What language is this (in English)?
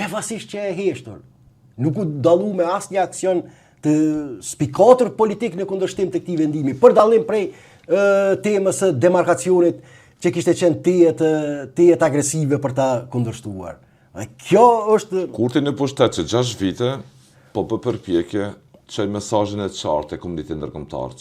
Albanian